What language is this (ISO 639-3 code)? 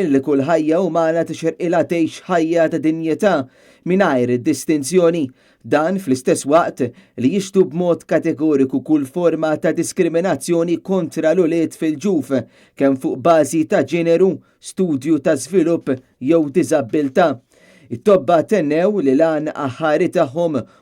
mlt